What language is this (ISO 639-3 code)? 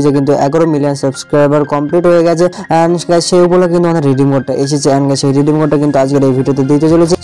ben